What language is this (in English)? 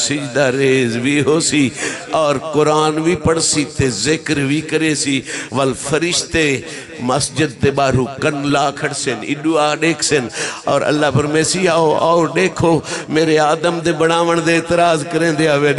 Saraiki